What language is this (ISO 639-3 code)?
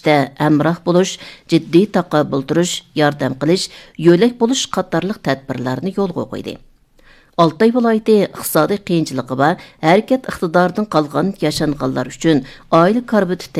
uig